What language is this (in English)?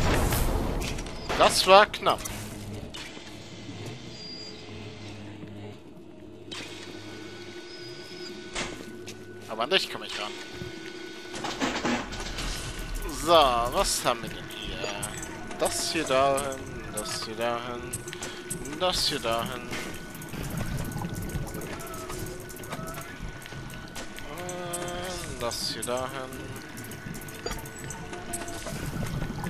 German